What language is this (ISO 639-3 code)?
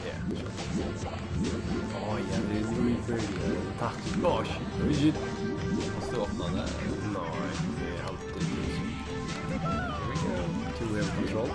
fao